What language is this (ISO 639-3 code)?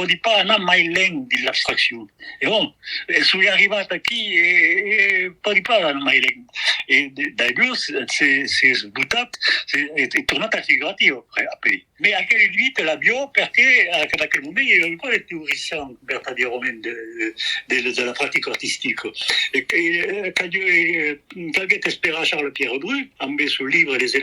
oci